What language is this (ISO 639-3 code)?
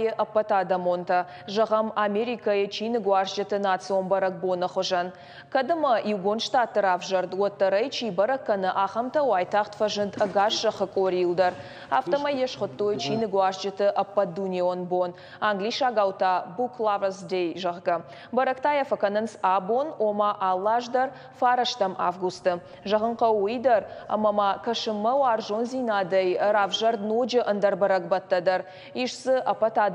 oss